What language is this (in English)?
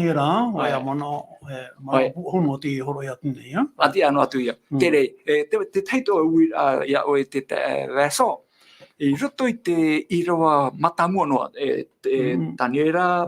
Tahitian